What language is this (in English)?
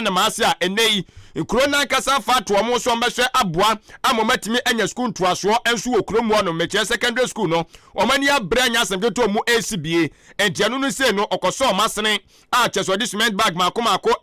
Akan